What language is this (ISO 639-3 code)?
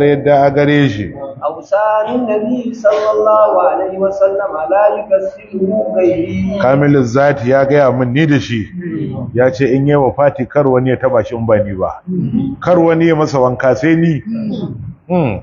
hau